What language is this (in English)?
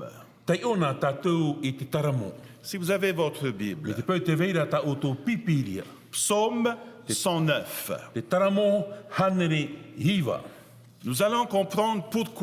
Tahitian